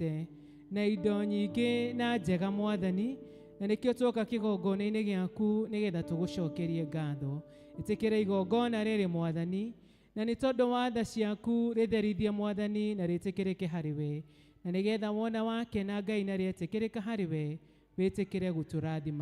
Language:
Kikuyu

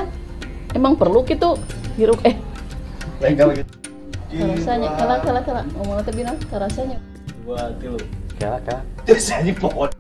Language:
Sundanese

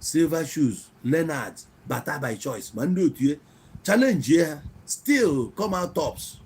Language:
Igbo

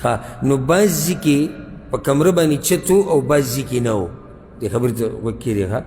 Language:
Pashto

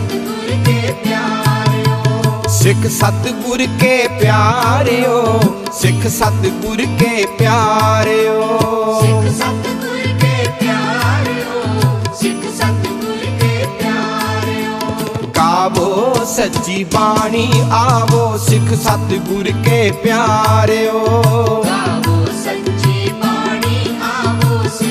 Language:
Punjabi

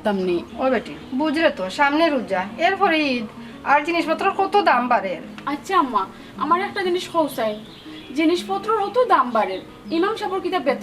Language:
Sylheti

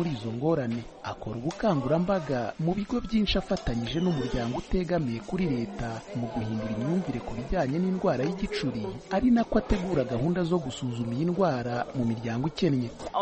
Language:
Kinyarwanda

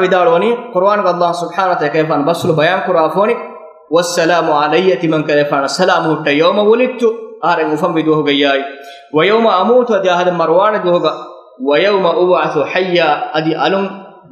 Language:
Divehi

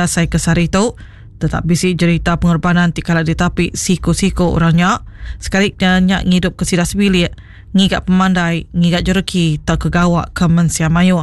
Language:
Iban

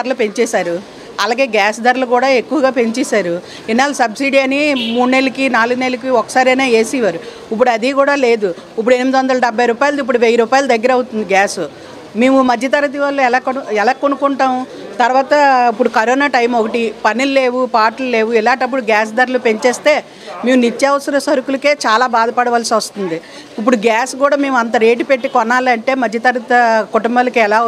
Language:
Telugu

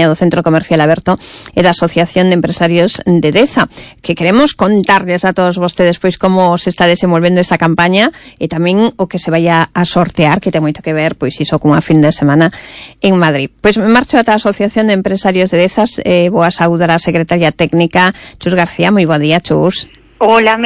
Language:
Galician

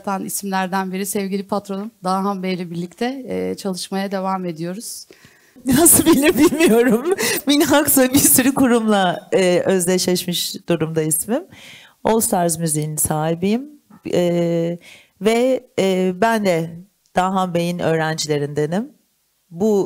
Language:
Turkish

